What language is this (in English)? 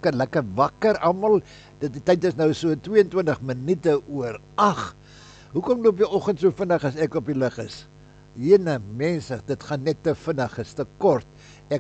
Afrikaans